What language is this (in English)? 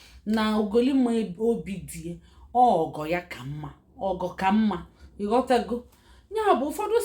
Igbo